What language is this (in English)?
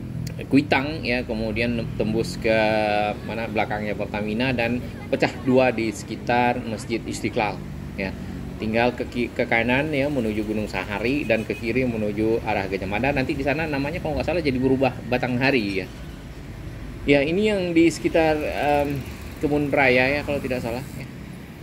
Indonesian